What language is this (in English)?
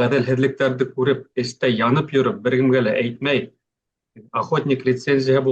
Bashkir